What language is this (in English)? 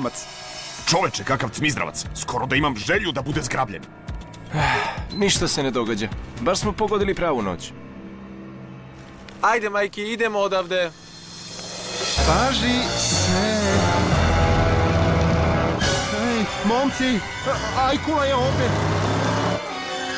Serbian